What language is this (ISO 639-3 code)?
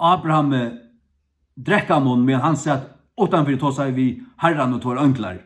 fao